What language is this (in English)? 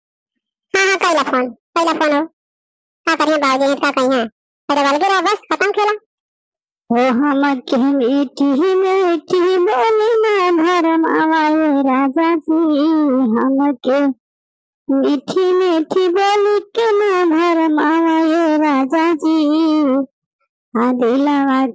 Bhojpuri